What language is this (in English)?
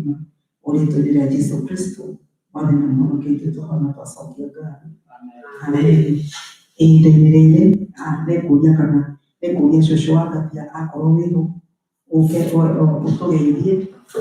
Kikuyu